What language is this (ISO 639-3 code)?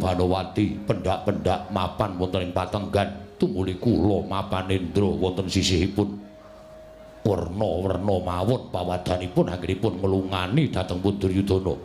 jav